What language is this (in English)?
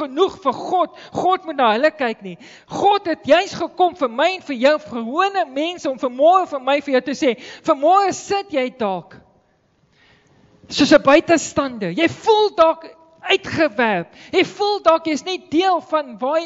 Afrikaans